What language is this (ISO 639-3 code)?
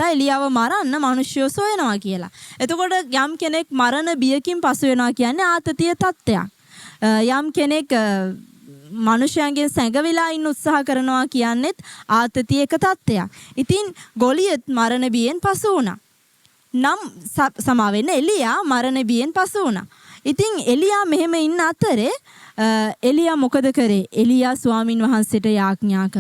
sin